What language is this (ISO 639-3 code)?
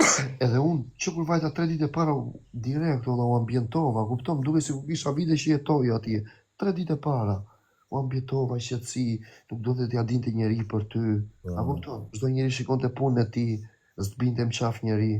sqi